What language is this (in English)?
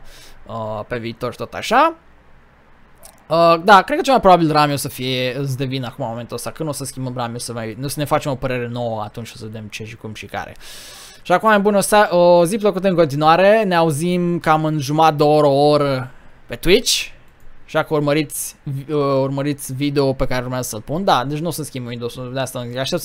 Romanian